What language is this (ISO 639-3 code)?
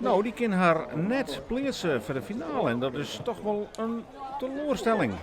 fry